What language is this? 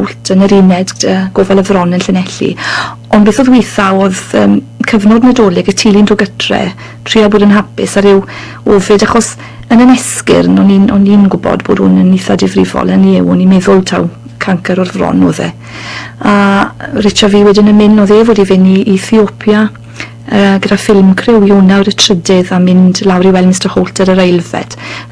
Welsh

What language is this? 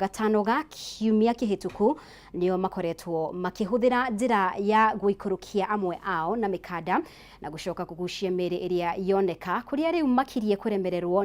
Kikuyu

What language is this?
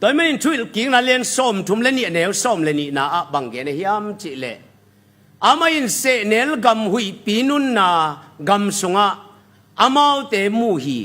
Tedim Chin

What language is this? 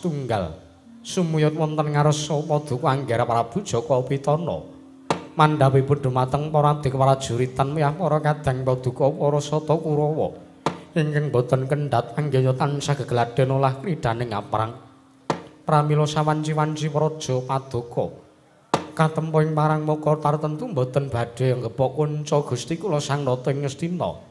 Javanese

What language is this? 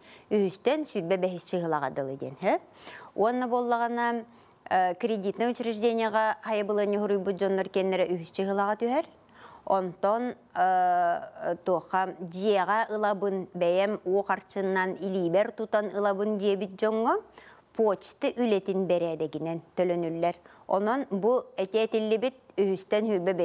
Yakut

